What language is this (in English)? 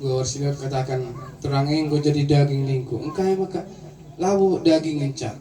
Batak Karo